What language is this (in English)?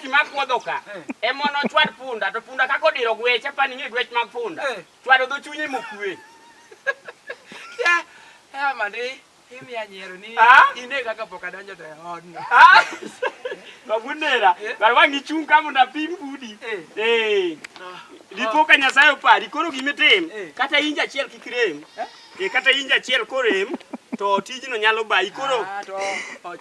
Luo (Kenya and Tanzania)